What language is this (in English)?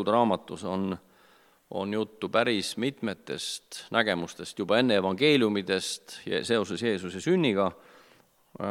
Estonian